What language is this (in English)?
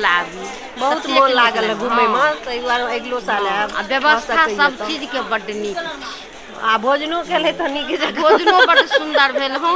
Maithili